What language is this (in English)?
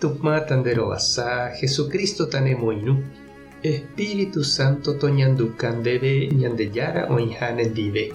Guarani